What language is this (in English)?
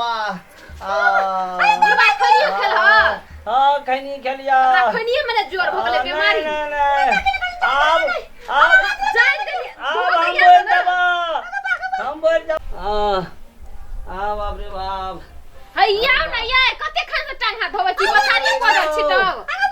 Maithili